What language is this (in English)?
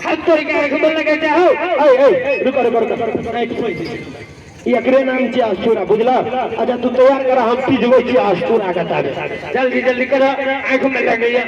Maithili